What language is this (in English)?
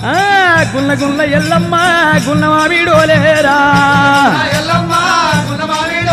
Telugu